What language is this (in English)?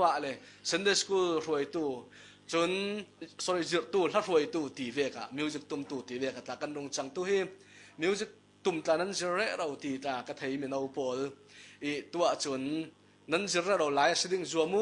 Falam Chin